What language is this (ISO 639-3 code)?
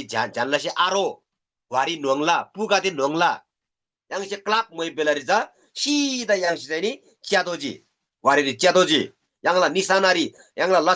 taj